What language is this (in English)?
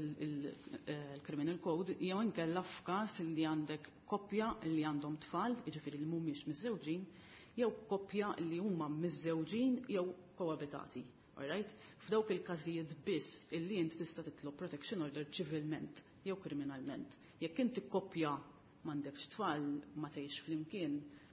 Maltese